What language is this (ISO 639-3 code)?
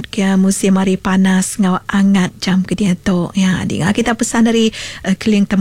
iba